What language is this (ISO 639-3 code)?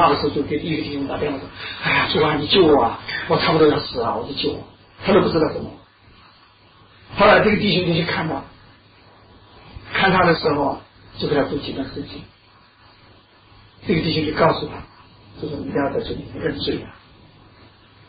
zho